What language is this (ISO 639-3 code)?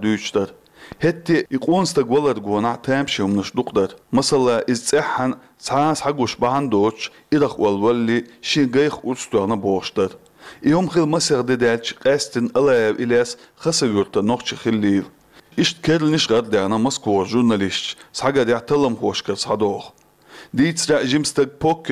che